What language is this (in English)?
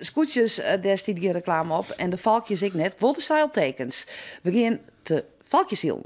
Western Frisian